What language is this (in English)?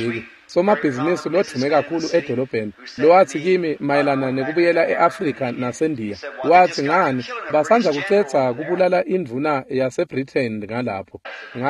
Swati